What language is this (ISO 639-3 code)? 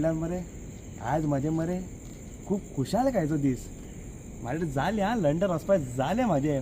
kok